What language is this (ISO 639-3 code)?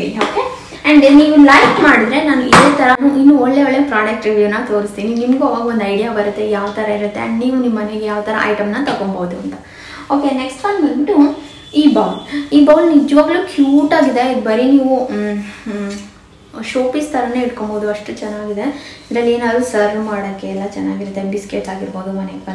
kan